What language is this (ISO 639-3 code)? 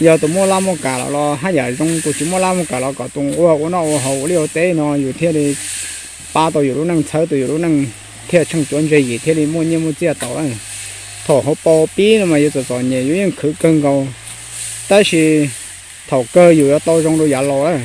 hmn